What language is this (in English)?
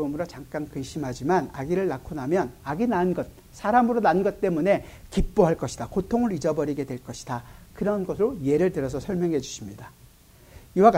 Korean